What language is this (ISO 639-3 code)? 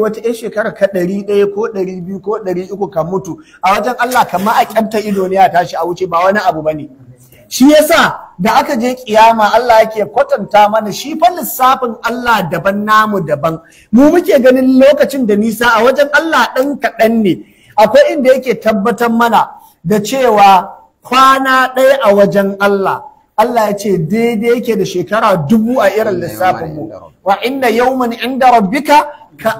hau